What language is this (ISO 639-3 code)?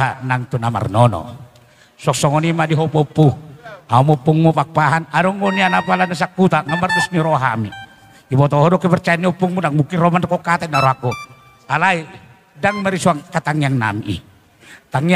bbc